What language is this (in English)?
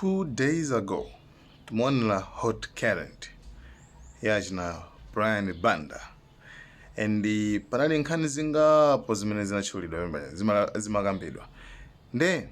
Nyanja